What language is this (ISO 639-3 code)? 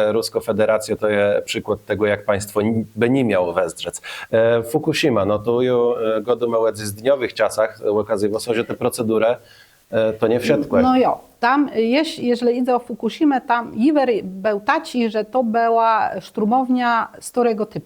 csb